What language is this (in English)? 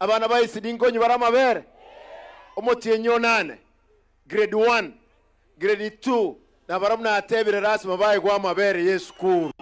Gusii